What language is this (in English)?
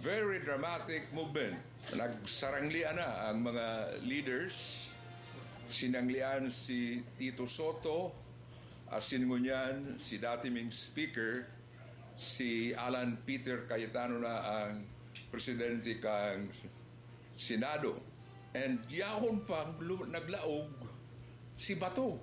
Bikol